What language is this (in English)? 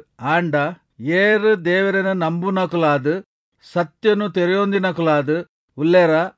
Tulu